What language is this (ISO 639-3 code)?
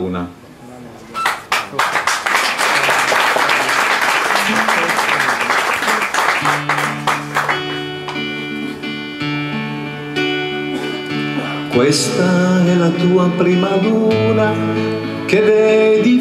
ita